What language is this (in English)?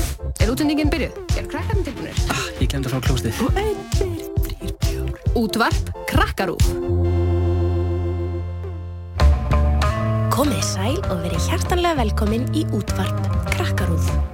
Icelandic